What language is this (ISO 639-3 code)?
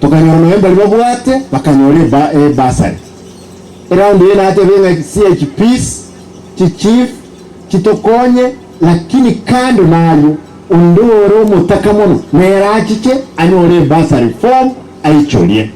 guz